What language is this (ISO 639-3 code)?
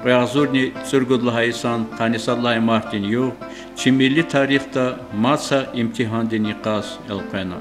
lez